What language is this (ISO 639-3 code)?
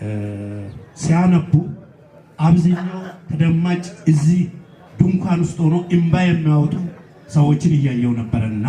amh